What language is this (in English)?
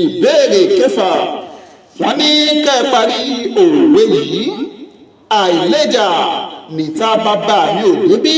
Yoruba